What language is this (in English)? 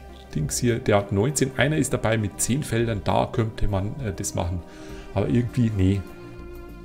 German